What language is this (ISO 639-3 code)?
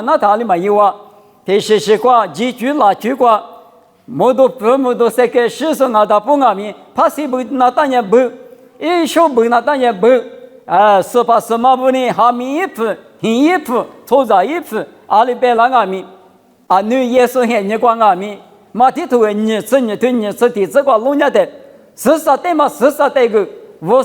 lis